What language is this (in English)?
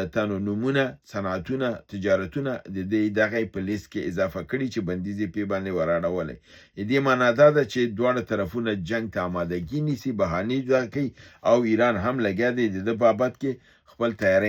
Pashto